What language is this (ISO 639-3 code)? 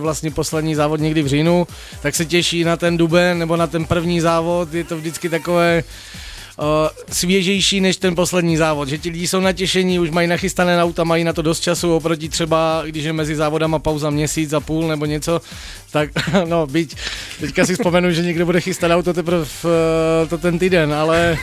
ces